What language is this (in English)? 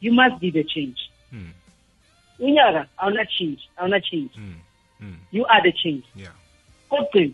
South Ndebele